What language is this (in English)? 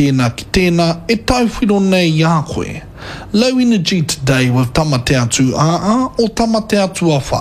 Māori